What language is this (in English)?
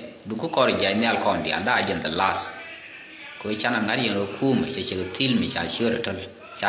Nuer